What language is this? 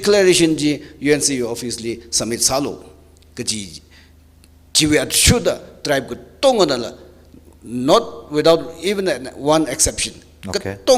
Tangkhul Naga (India)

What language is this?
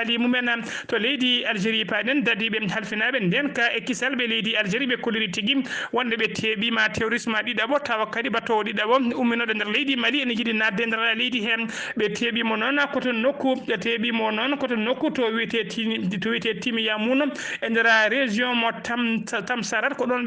Fula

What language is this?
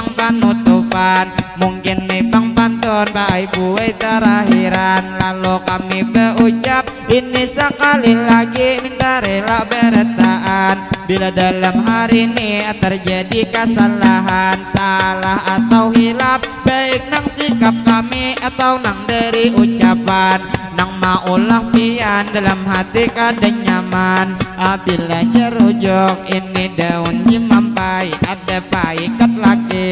Banjar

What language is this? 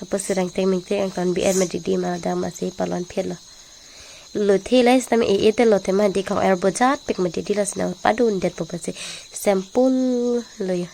Karbi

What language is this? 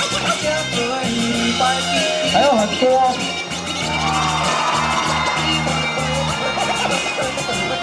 Chinese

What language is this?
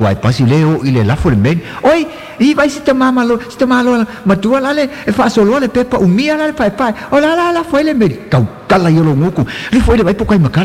Samoan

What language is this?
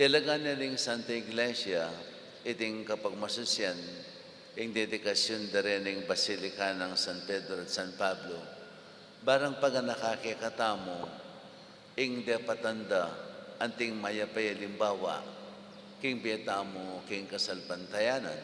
Pampanga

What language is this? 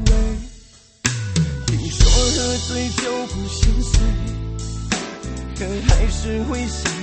Chinese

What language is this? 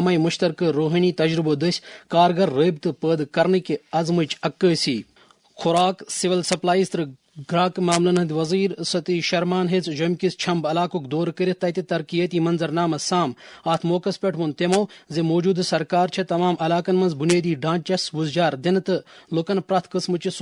Kashmiri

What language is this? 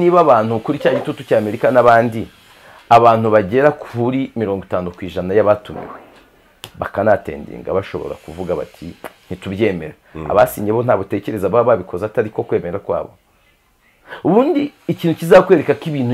Kinyarwanda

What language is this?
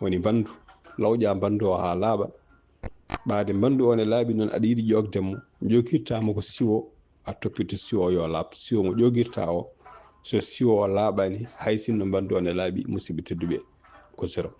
Fula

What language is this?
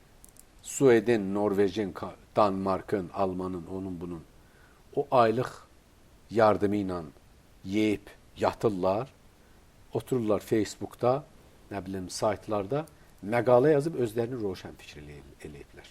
Azerbaijani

